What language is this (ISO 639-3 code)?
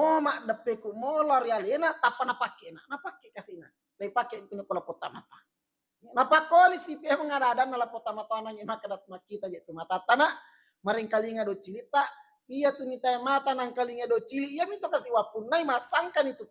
bug